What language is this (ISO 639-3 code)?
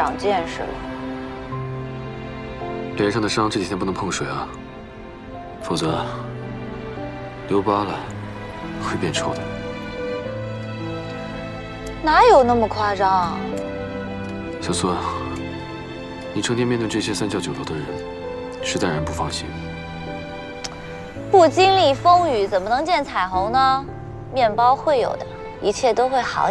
zho